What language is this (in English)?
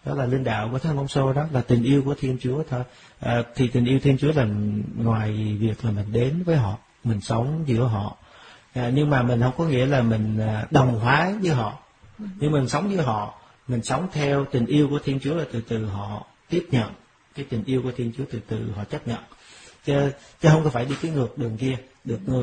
Vietnamese